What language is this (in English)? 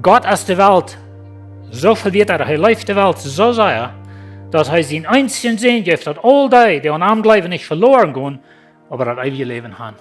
Plautdietsch